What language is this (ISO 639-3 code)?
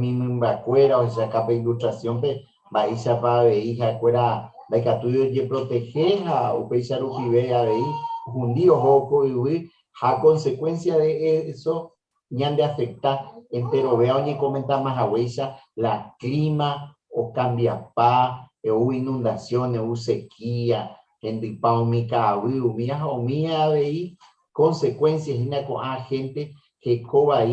grn